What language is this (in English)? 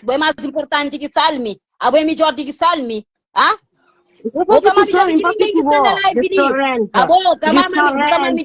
Kabuverdianu